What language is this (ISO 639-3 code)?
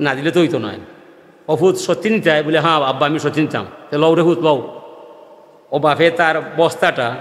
syl